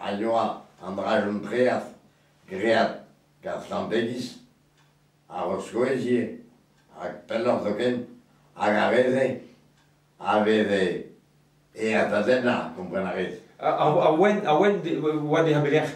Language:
Breton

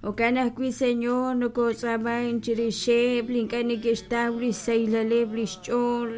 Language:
Kekchí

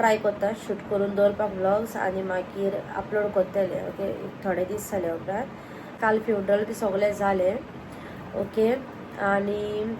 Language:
Konkani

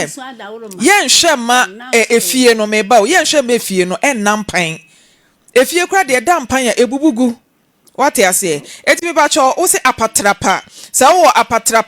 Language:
Akan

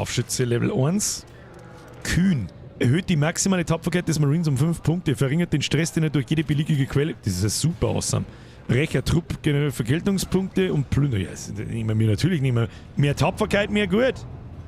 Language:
Bavarian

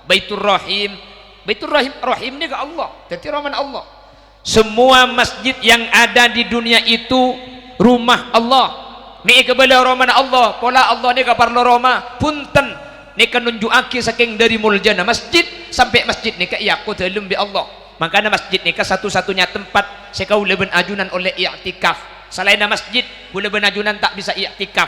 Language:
Madurese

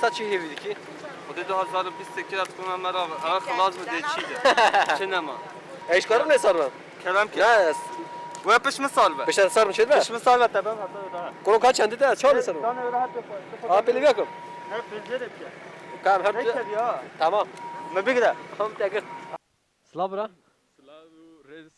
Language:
Kurdish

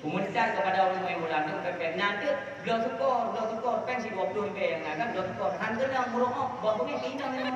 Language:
Achinese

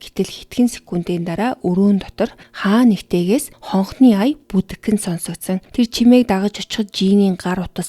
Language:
Mongolian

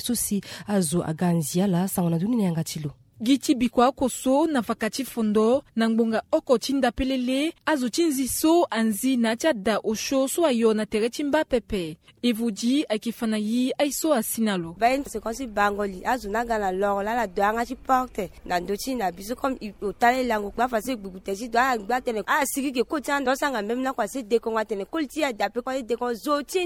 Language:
Sango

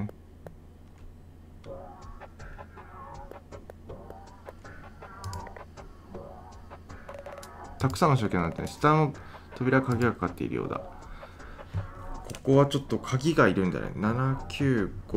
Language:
Japanese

